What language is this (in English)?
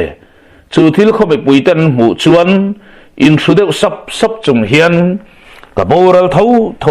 Mizo